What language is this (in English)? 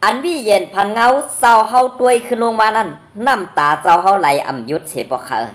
Shan